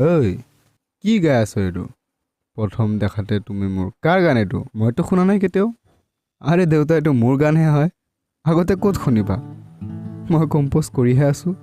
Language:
Assamese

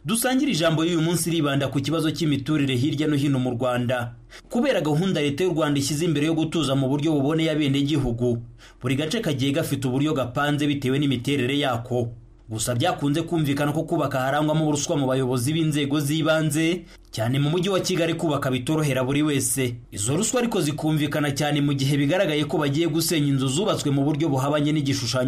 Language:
Kinyarwanda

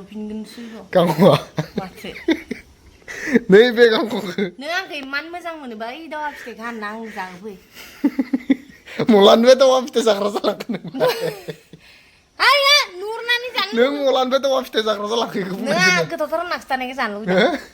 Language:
Bodo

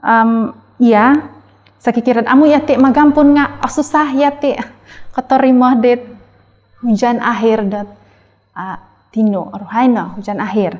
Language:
Central Dusun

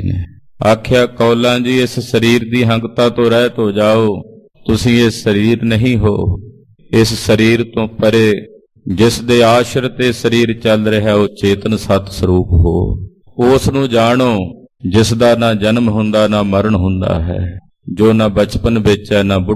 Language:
Punjabi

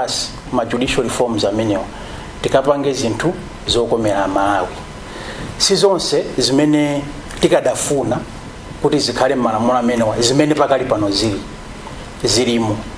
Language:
Nyanja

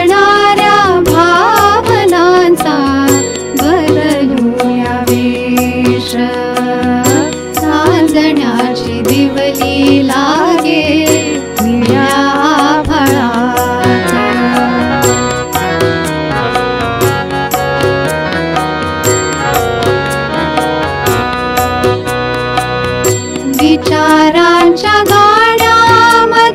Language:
Marathi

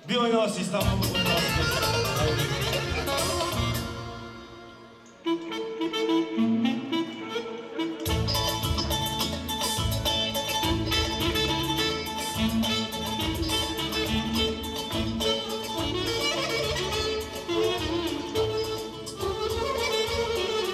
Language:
Turkish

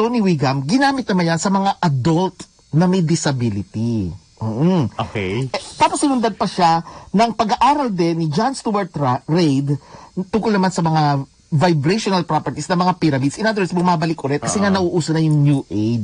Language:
Filipino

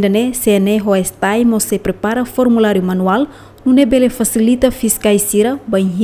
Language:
Tetum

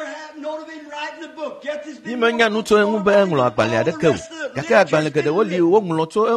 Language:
Ewe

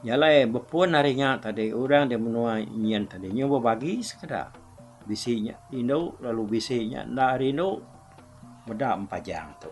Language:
Iban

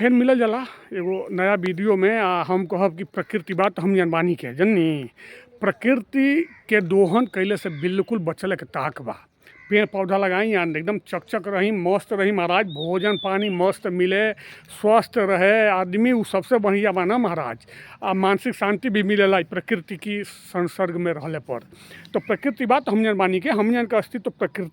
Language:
Bhojpuri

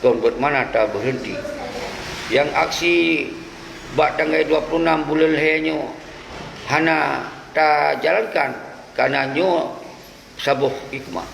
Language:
Achinese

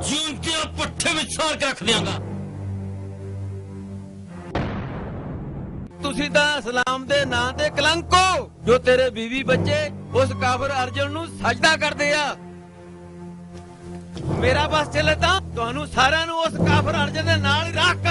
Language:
Punjabi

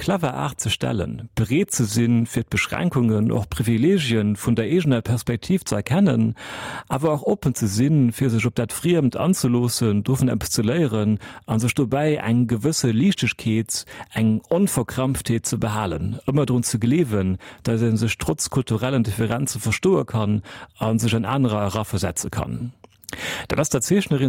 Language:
Luxembourgish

